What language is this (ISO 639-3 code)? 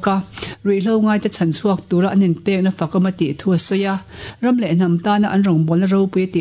lus